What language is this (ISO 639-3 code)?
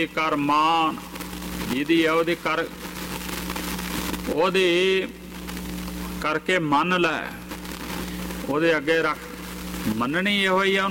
pan